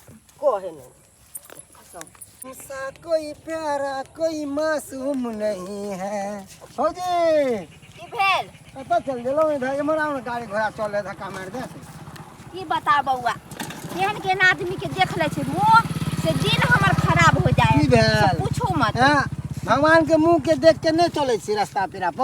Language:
Maithili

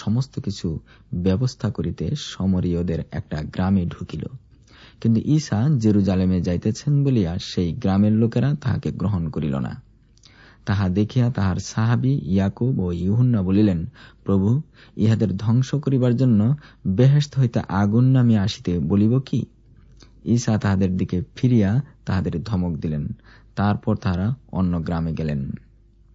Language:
Bangla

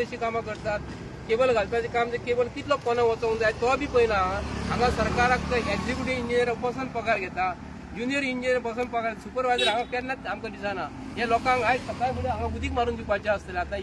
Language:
Konkani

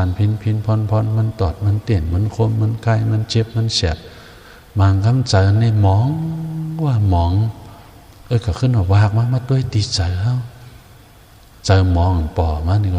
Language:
Shan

